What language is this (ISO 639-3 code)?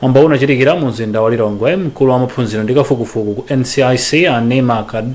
nya